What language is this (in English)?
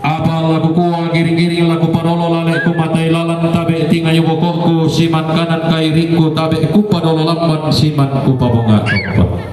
Toraja-Sa'dan